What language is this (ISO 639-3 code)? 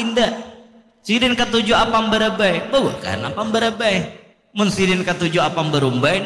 bjn